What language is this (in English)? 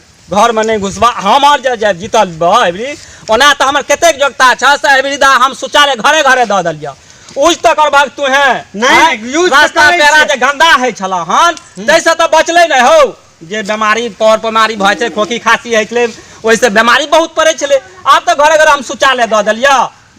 Maithili